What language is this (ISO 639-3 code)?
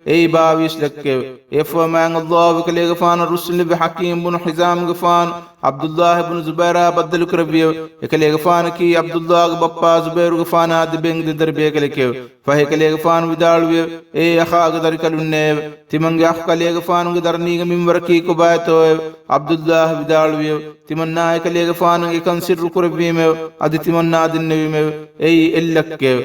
div